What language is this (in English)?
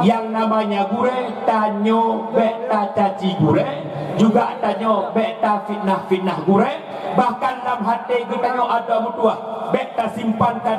Achinese